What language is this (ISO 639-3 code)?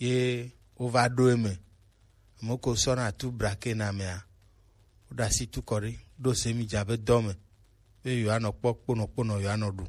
gej